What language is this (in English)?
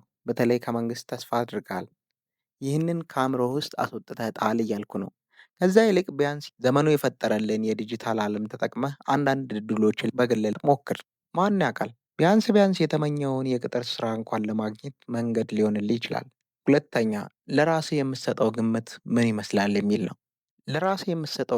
Amharic